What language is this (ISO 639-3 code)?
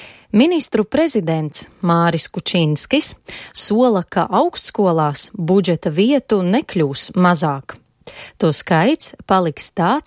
lav